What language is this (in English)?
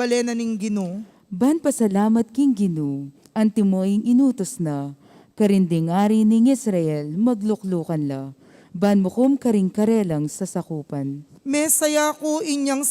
Pampanga